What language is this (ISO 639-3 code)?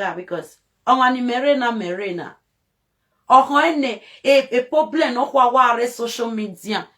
pcm